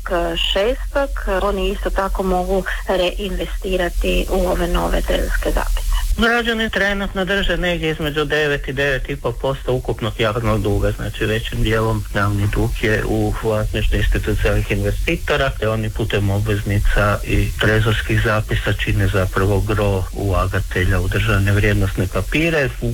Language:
Croatian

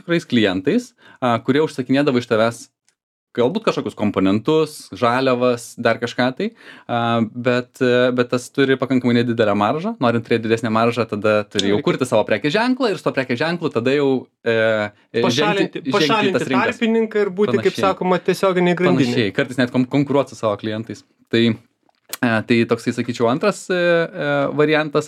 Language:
Lithuanian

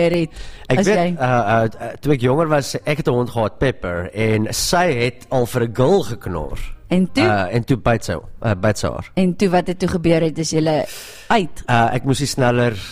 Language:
Afrikaans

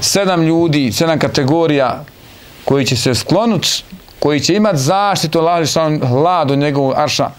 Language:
Bosnian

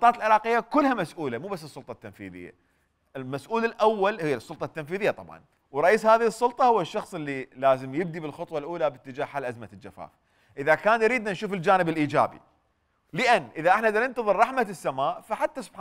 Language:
Mesopotamian Arabic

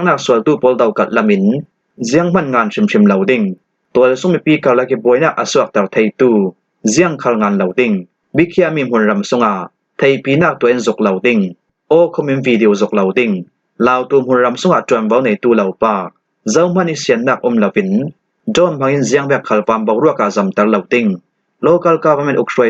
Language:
Falam Chin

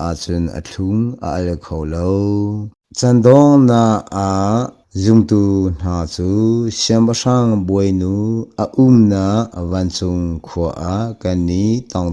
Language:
Hakha Chin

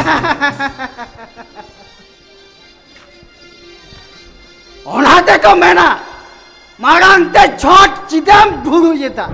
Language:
Santali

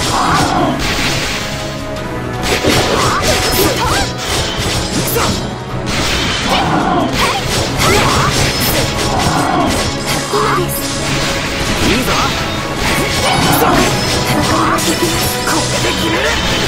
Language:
Japanese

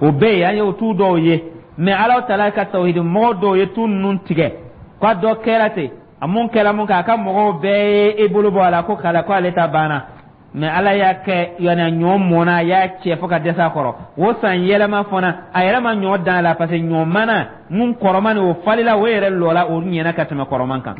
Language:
Dyula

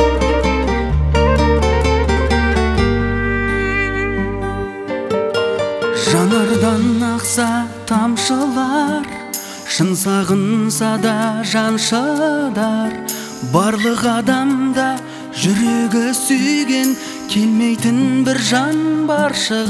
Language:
Kazakh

